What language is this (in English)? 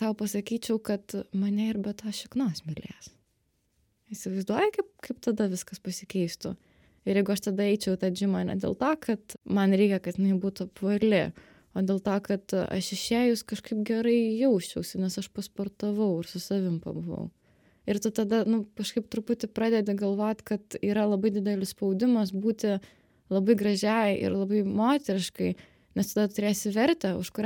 Lithuanian